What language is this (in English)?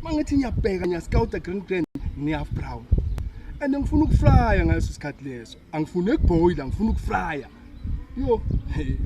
Zulu